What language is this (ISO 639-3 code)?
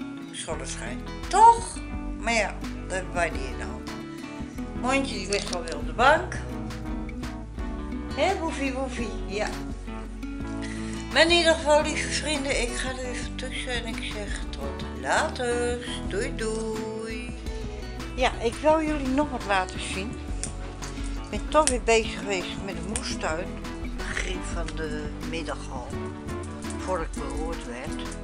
nld